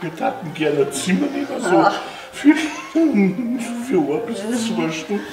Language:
Bavarian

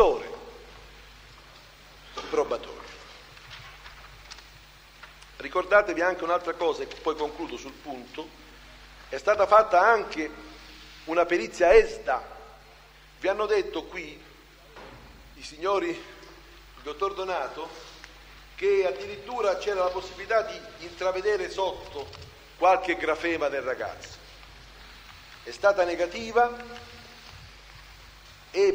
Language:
Italian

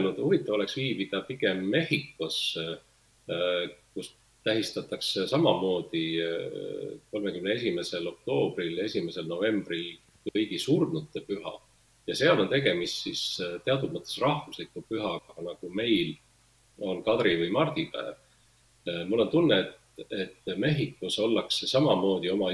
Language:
Estonian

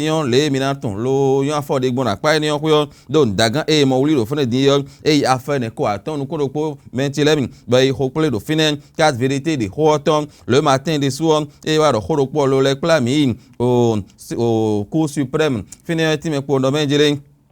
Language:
Fon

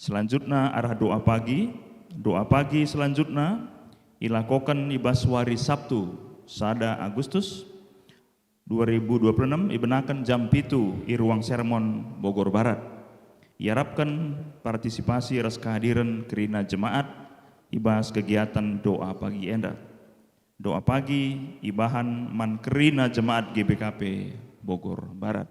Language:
Batak Karo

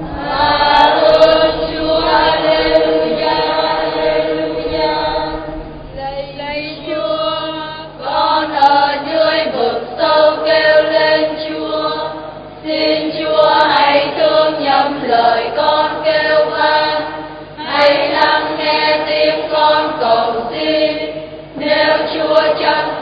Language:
Vietnamese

